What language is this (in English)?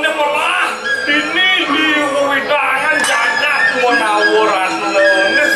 Balinese